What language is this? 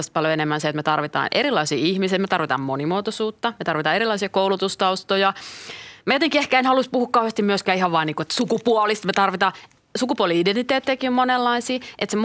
Finnish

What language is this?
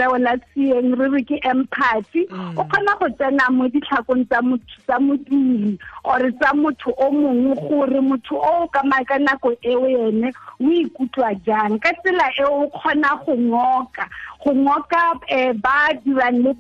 Tswana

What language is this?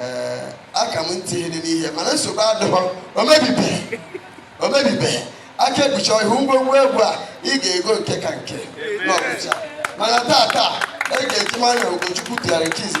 Igbo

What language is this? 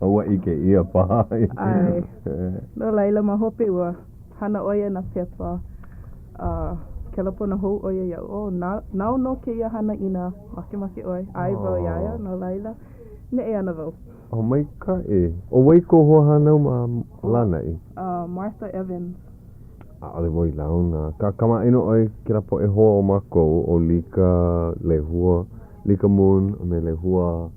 Hawaiian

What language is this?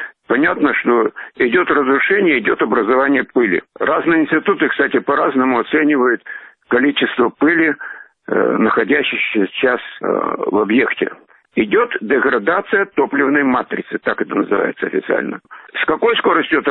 Russian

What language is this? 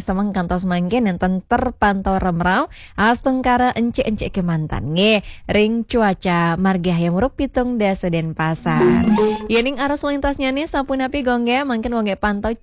Balinese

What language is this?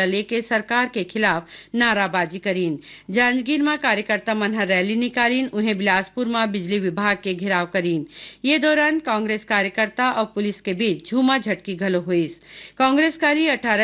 Chhattisgarhi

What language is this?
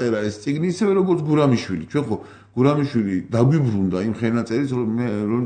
Georgian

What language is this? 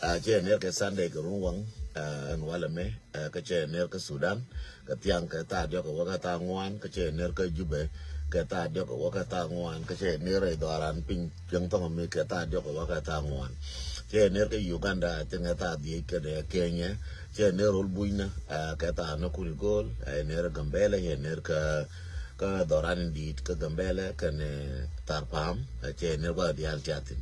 Nuer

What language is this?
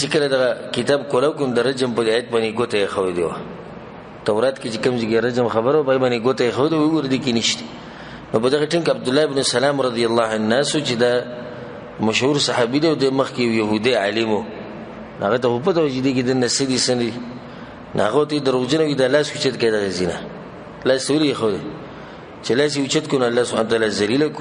Pashto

